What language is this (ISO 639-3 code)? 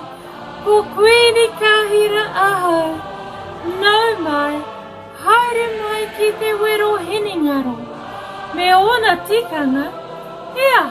mri